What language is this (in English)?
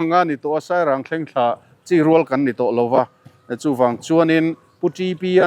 Mizo